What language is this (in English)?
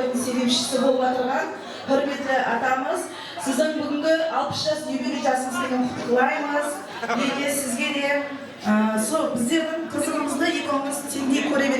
Kara-Kalpak